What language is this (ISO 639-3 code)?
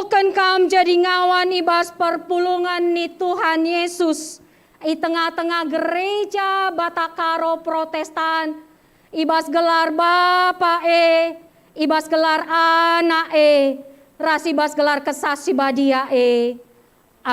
btx